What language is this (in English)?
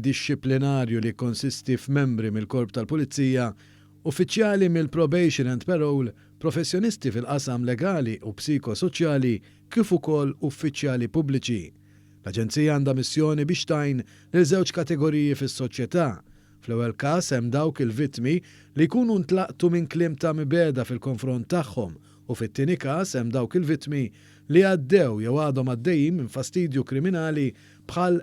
Maltese